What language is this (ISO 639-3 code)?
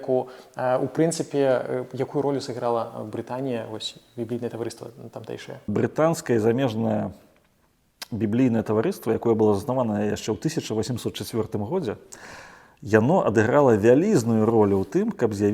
bel